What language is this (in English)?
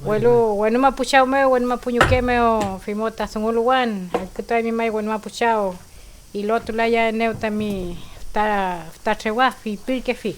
Mapuche